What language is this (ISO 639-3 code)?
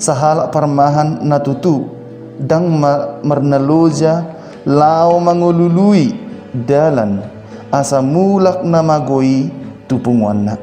bbc